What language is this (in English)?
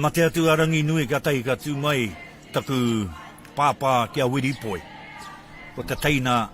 Māori